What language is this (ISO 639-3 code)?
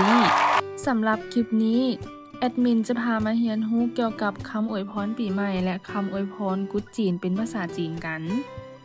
lao